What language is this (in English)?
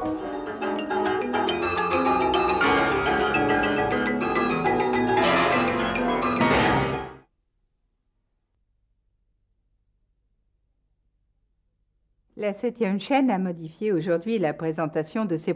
French